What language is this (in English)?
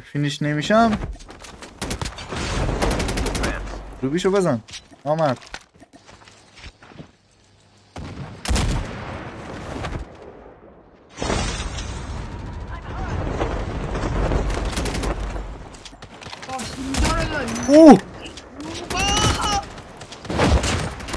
Persian